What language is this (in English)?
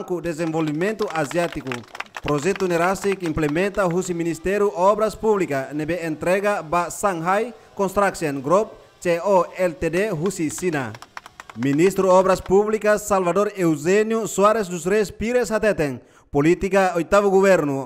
Tetum